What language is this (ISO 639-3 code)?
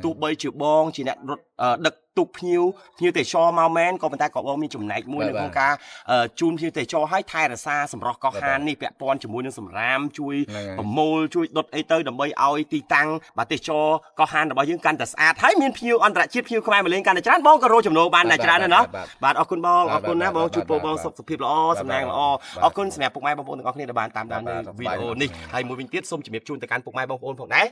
khm